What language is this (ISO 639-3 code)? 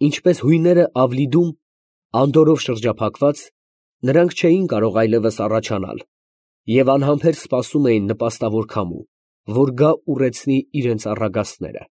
hye